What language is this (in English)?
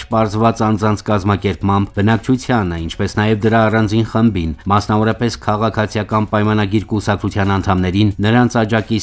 Armenian